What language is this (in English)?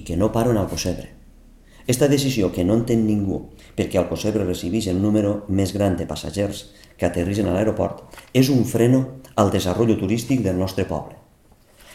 Catalan